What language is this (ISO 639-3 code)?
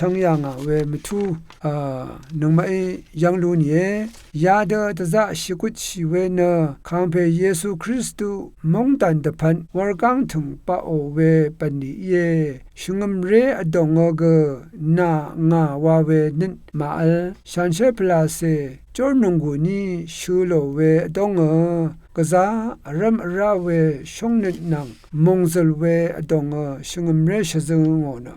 raw